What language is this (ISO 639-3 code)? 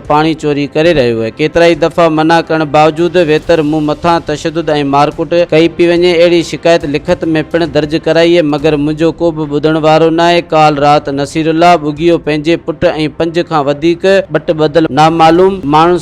snd